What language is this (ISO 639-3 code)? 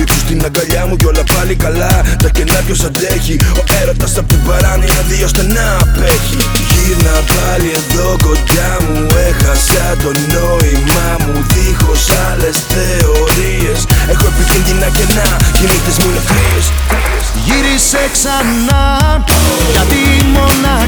ell